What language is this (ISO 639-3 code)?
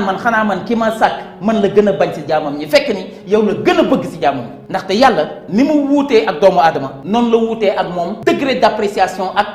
wol